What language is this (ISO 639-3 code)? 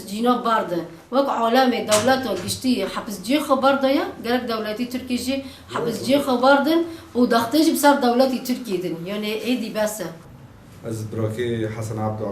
kur